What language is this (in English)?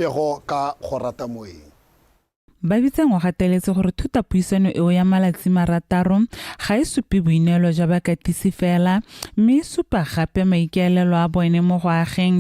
Tswana